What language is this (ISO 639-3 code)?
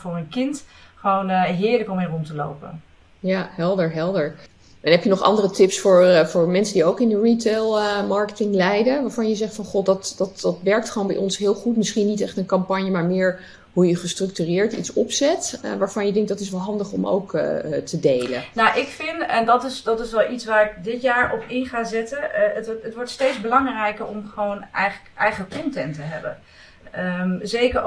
nld